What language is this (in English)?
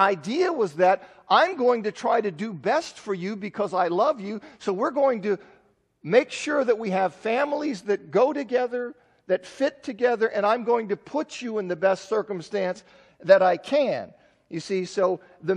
English